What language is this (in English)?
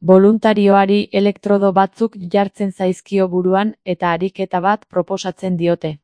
Basque